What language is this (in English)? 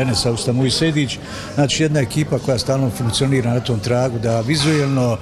Bosnian